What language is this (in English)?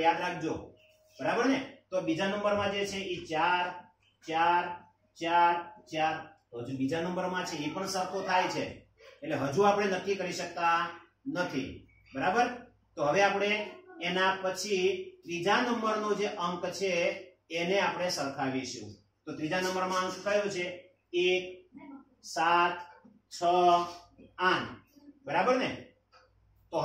Gujarati